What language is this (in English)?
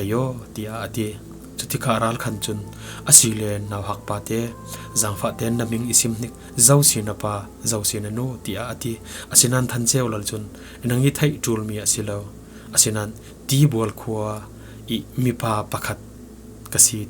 Falam Chin